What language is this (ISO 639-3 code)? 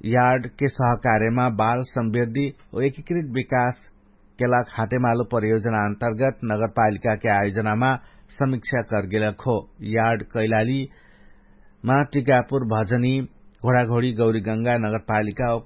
thl